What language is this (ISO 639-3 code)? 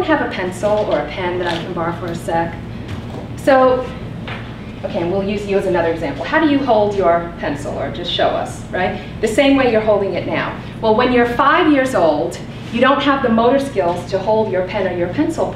eng